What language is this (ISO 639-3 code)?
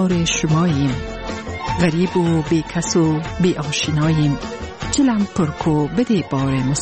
fas